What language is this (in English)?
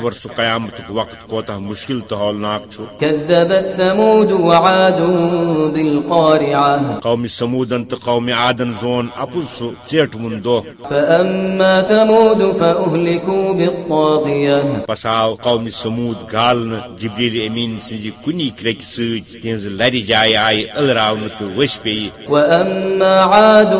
Kashmiri